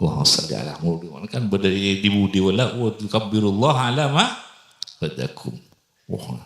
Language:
Madurese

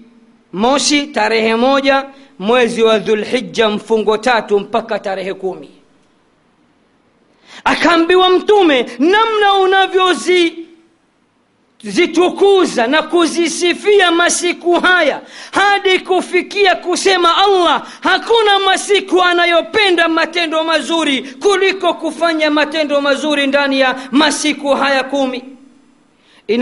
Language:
Swahili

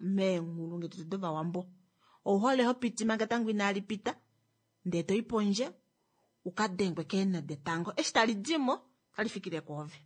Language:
Kuanyama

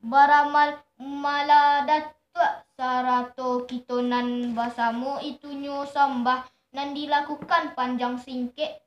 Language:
Minangkabau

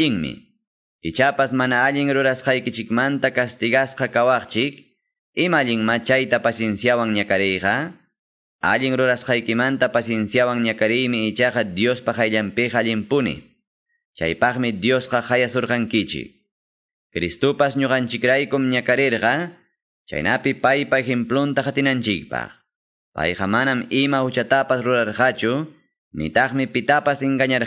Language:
Quechua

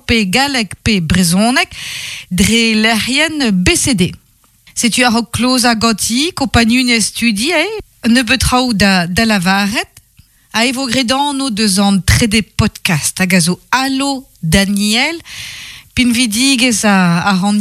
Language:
Breton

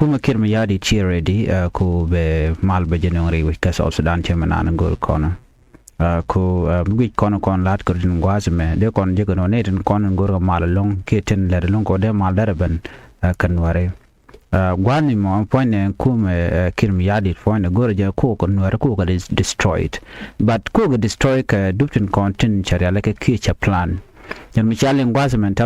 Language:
Nuer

